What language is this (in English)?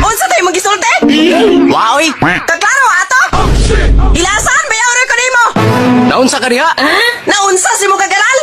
Cebuano